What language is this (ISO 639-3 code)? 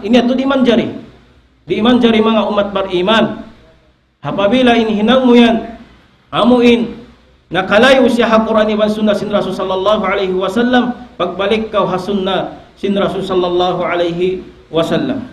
tsg